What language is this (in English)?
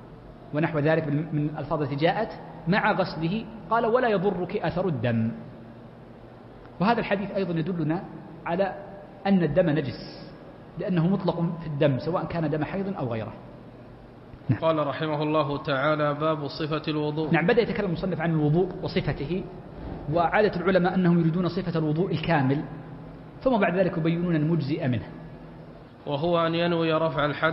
Arabic